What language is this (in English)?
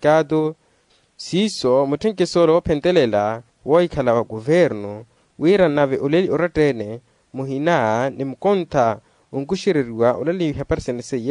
Makhuwa